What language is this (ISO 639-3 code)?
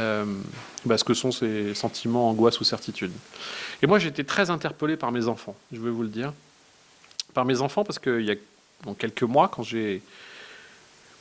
fra